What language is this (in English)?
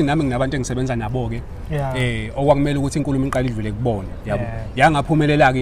Zulu